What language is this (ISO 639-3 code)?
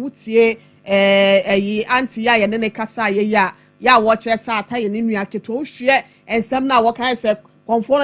aka